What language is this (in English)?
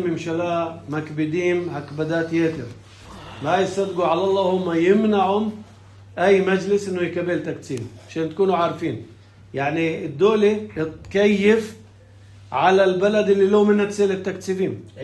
North Levantine Arabic